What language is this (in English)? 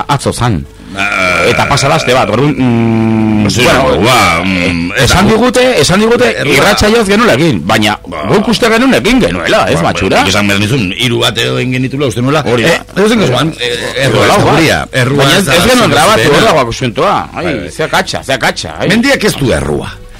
Basque